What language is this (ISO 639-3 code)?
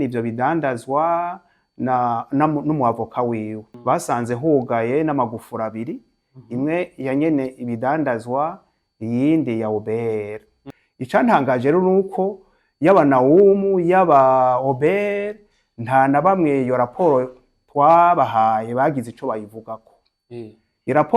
run